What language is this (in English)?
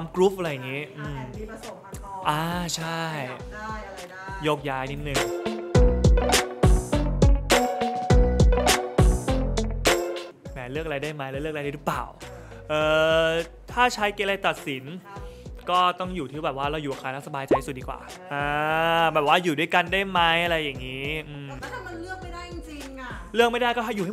Thai